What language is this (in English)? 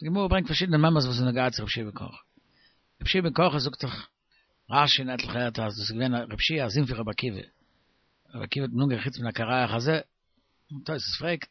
Yiddish